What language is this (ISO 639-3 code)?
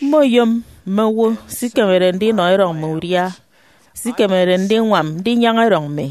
efi